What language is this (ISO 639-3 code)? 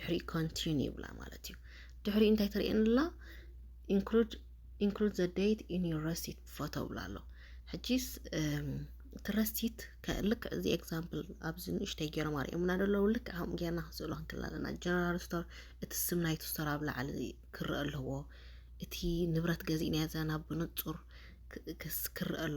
tir